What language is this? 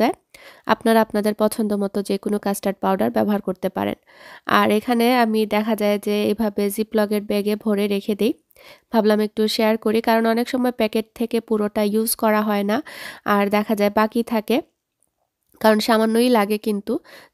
Bangla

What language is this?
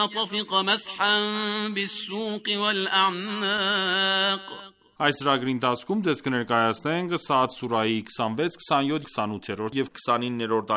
Armenian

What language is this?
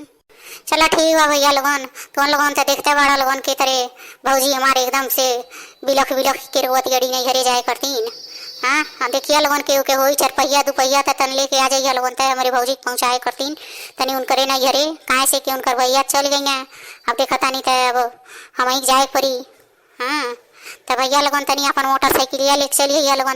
Bhojpuri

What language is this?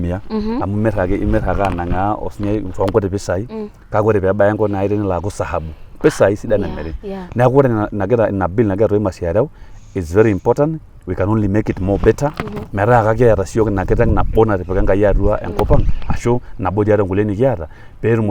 Masai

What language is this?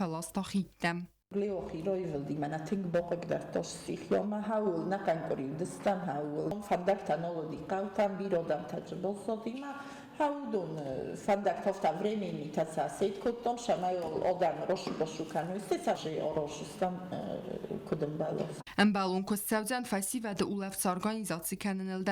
Ossetic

